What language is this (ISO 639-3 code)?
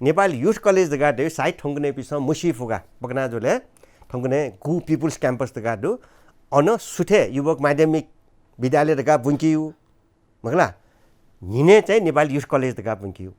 new